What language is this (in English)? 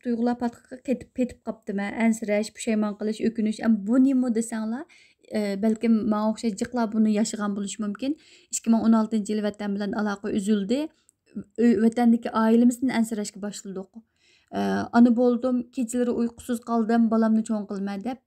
Uyghur